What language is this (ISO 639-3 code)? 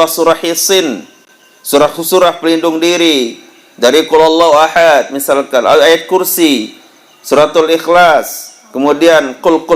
sas